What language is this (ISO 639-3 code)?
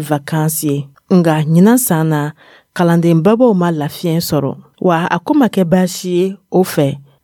dyu